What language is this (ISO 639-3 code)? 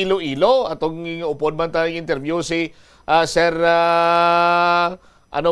hil